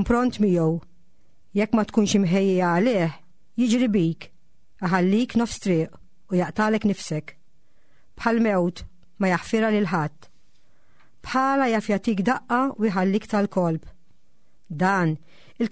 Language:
Maltese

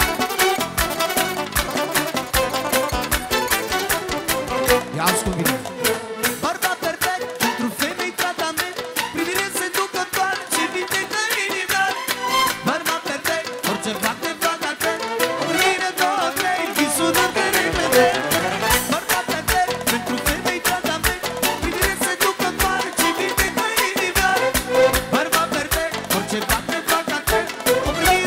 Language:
Romanian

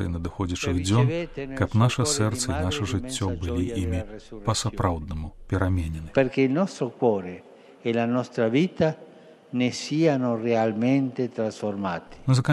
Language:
Belarusian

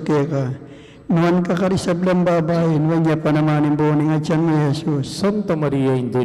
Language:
Pampanga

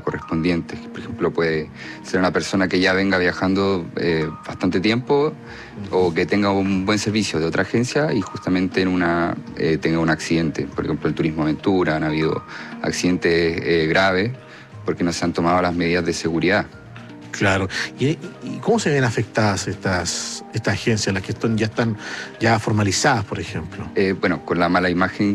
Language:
Spanish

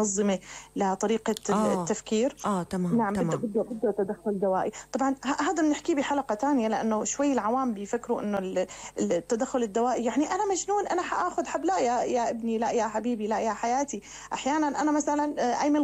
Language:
North Levantine Arabic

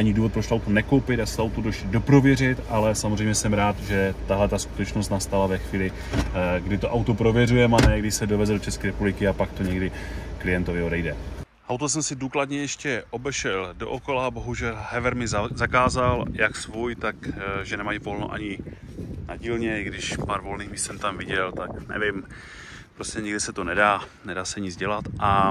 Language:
Czech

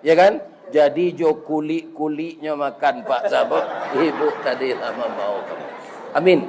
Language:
Minangkabau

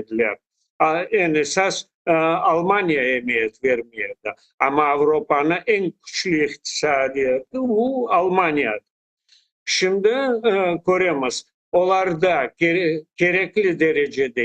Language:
Crimean Tatar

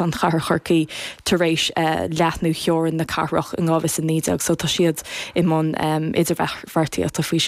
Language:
Irish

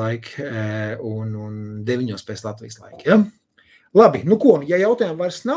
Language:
Latvian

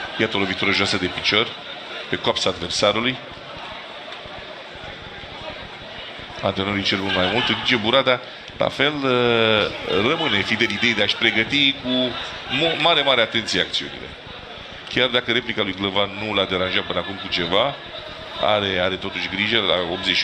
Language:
Romanian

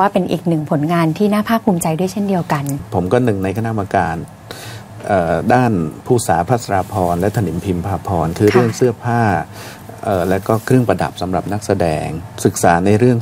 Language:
Thai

